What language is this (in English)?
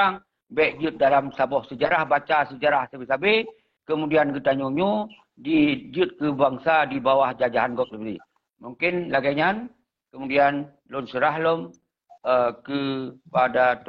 Achinese